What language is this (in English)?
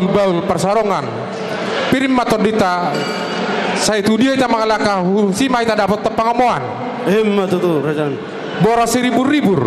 Batak Toba